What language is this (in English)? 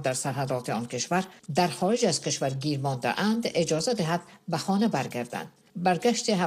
Persian